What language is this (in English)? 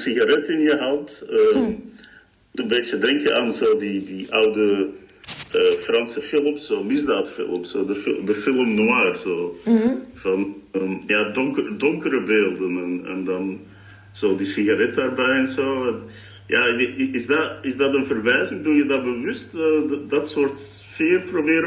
Dutch